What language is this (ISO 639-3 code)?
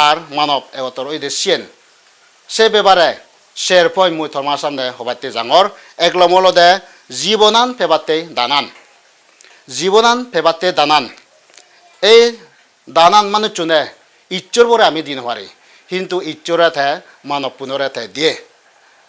ccp